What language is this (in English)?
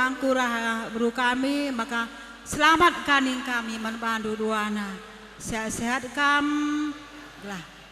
Batak Karo